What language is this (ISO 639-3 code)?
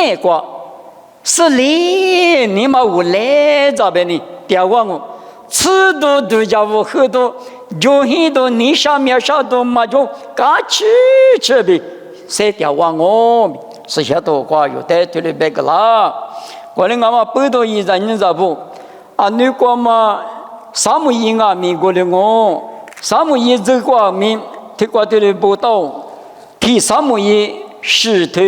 lis